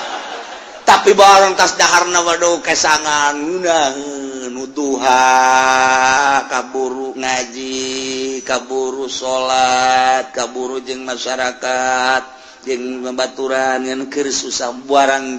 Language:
Sundanese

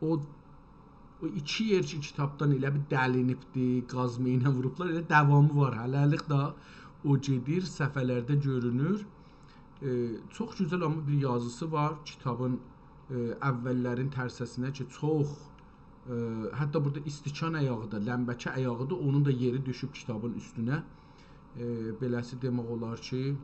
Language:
South Azerbaijani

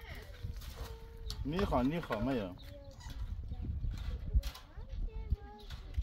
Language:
Persian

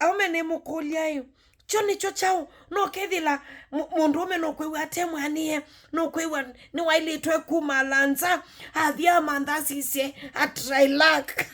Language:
Kamba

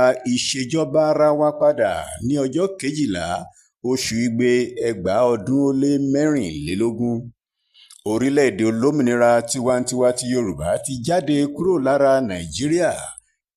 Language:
Yoruba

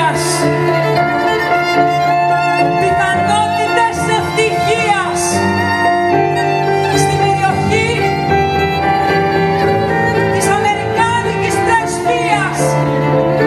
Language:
Greek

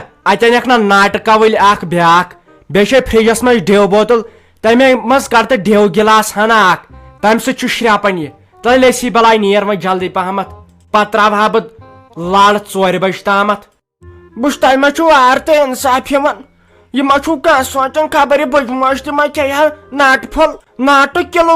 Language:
Kashmiri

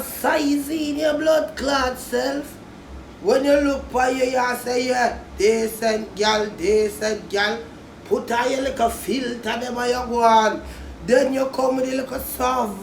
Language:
Jamaican Creole English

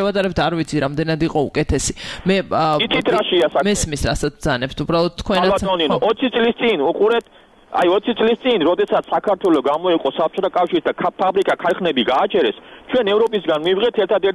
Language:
Georgian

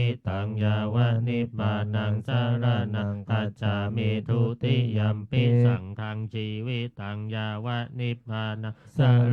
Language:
Pali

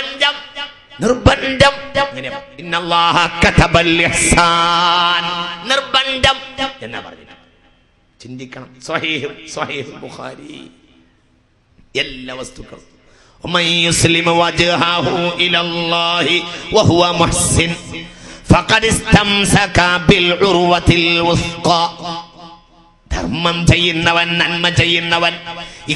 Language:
Malayalam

